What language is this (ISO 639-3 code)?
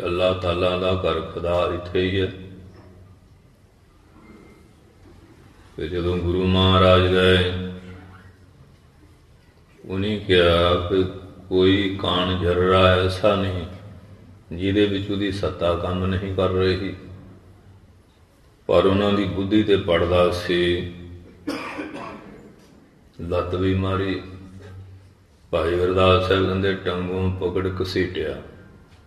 pan